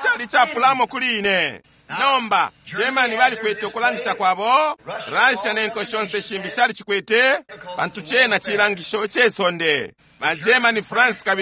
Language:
Bemba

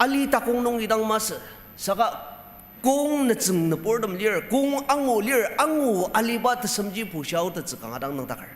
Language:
Ao Naga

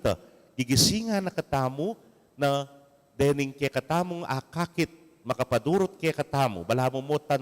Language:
Pampanga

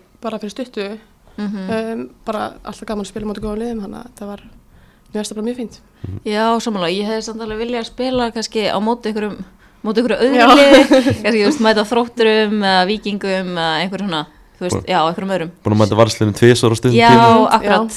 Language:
Icelandic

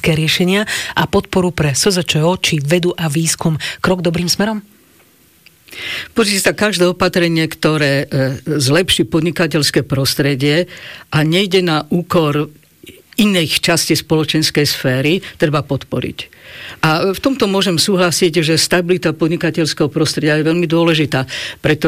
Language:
Slovak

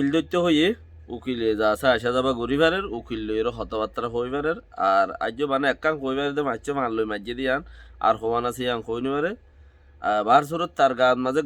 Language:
Rohingya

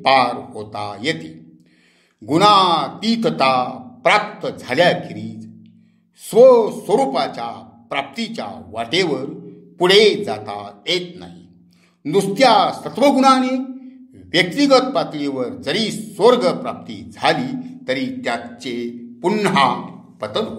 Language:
Marathi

